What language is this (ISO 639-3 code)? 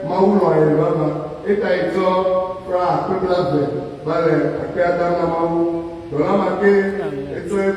ewe